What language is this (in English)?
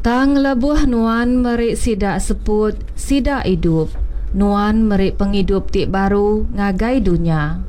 Iban